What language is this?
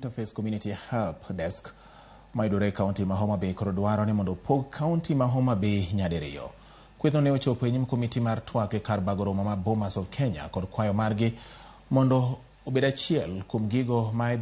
Luo (Kenya and Tanzania)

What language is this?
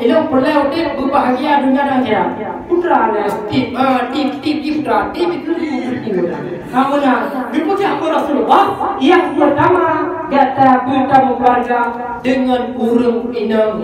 Achinese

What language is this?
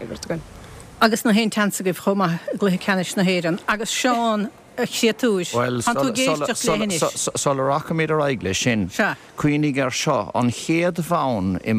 Irish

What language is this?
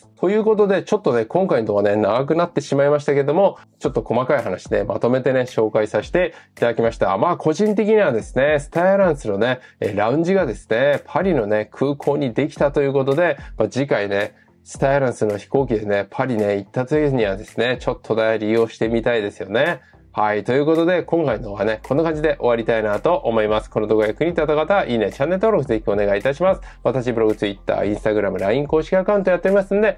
Japanese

